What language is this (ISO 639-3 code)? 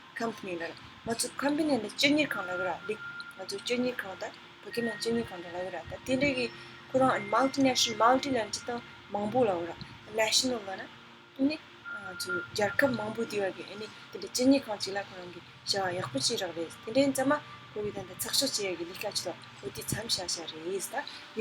bod